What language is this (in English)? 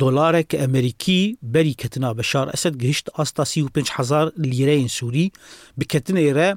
Kurdish